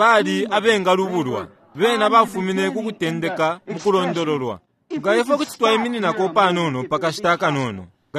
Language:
Bemba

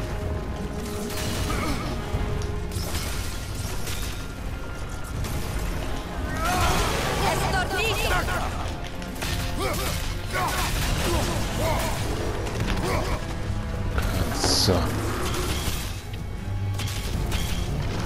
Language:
Italian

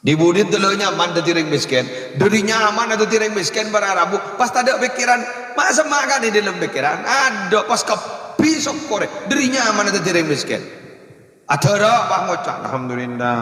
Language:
Madurese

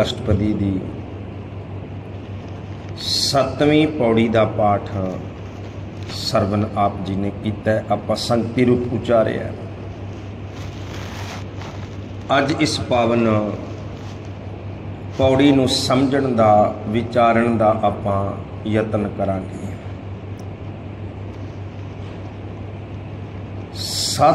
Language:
Punjabi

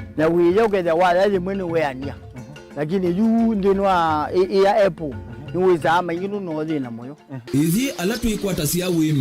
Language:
Kamba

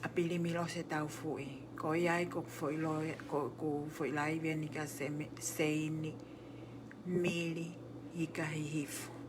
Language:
Tongan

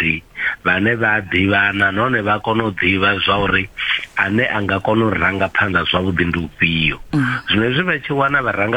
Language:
Venda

